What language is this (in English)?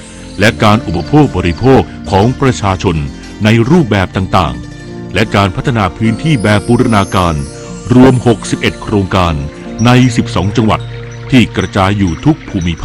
Thai